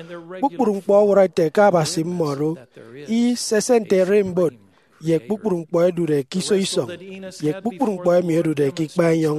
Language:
Efik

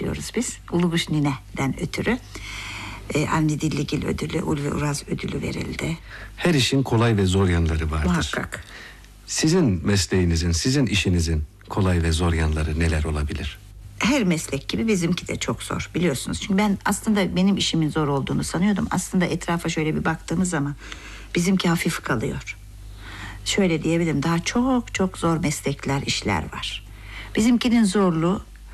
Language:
Turkish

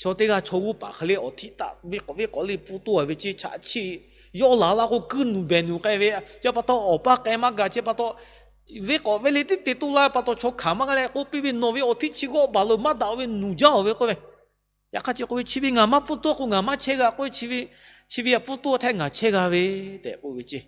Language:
Lahu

